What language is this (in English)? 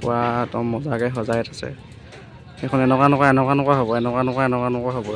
Assamese